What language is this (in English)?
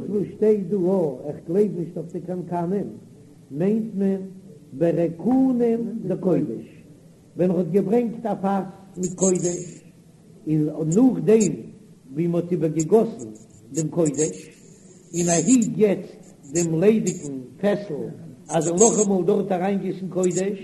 Yiddish